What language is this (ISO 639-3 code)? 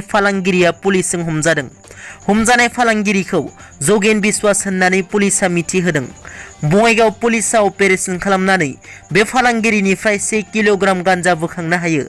brx